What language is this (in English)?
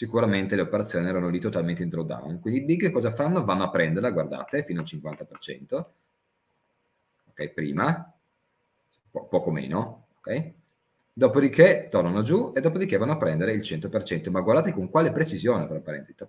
Italian